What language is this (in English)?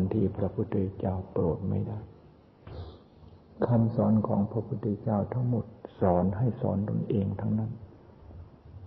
Thai